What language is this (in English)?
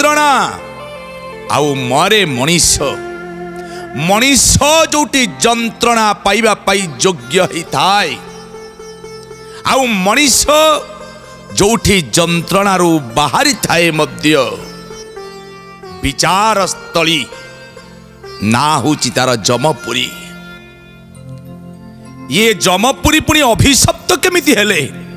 Odia